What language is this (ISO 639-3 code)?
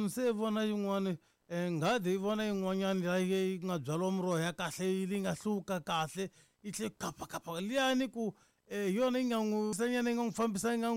tso